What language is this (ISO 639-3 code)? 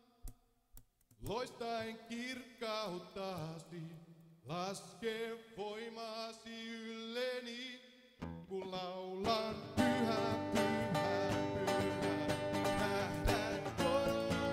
fin